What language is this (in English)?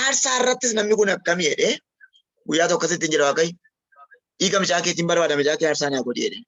Oromo